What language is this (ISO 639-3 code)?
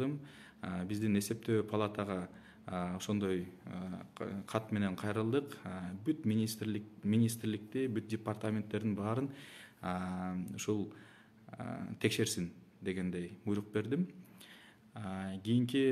kir